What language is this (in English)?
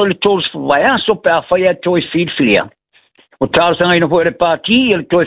Samoan